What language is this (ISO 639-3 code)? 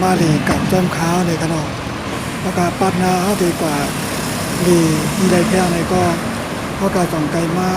shn